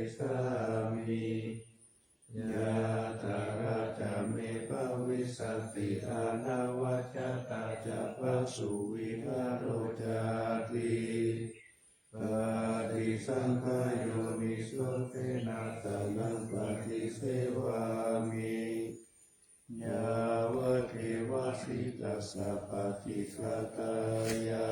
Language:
Pali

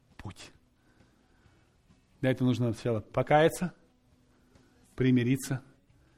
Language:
Russian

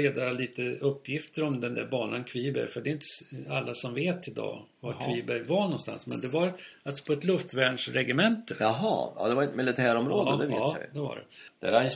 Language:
Swedish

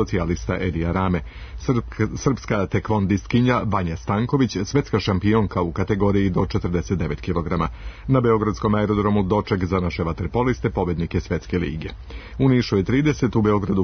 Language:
Serbian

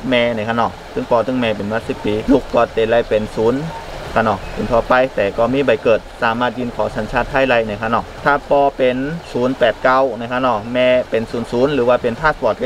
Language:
Shan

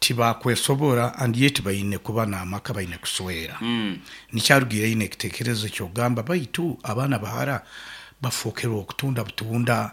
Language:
Nyankole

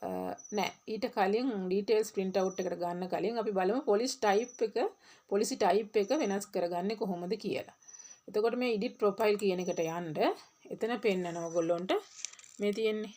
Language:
Sinhala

